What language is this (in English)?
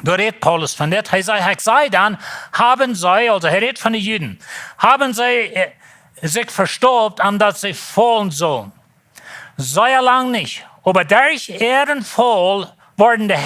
Plautdietsch